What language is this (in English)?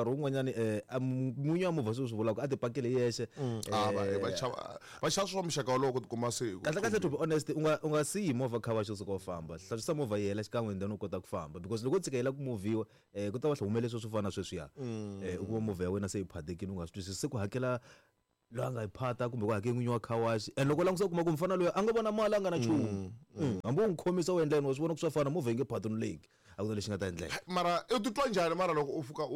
Tsonga